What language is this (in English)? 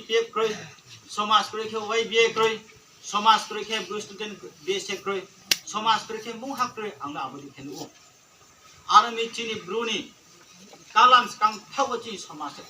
Riang (India)